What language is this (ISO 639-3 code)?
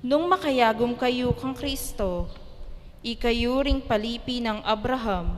pam